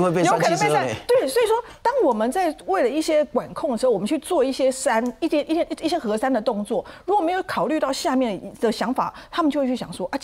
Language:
Chinese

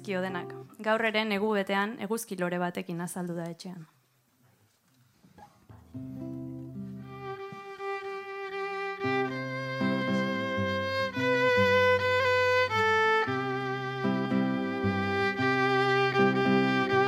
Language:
Basque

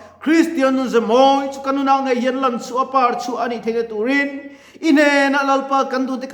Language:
Mizo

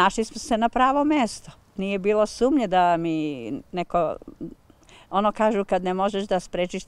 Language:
Serbian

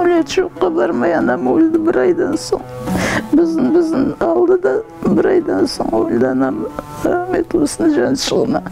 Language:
Crimean Tatar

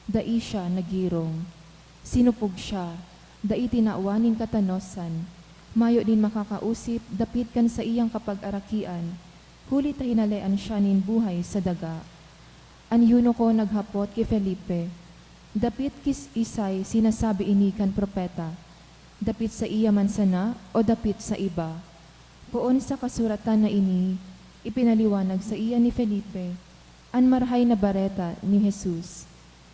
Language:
Bikol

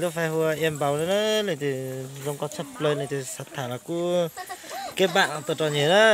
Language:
Hmong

